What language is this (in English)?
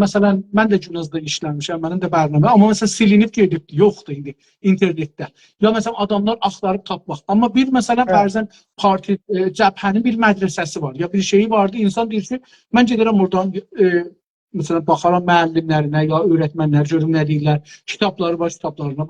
South Azerbaijani